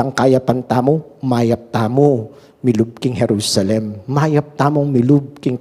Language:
Pampanga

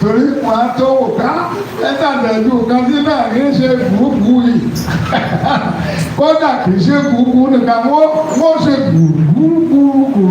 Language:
Yoruba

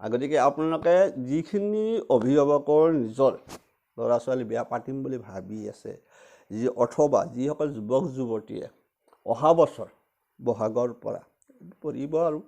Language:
Assamese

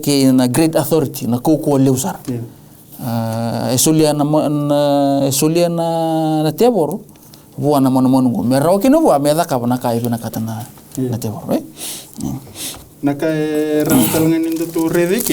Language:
Fijian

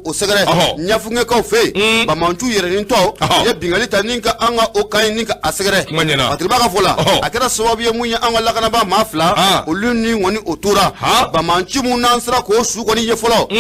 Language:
Bambara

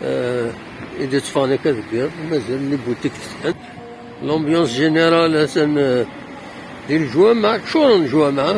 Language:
Kabyle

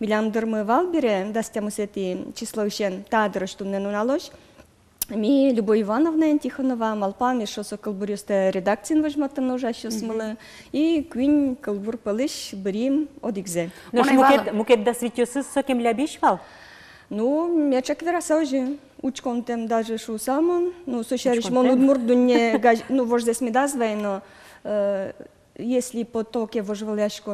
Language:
Udmurt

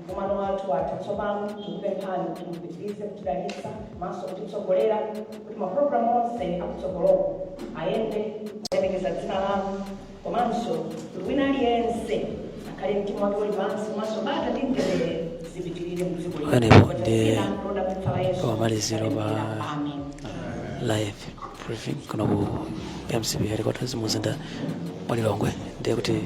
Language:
Nyanja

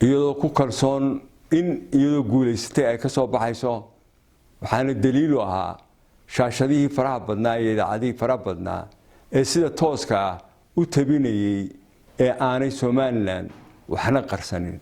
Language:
Somali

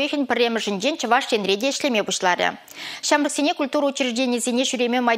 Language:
Chuvash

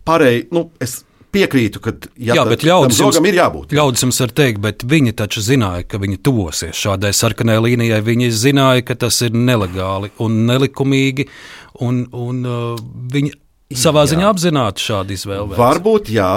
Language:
Latvian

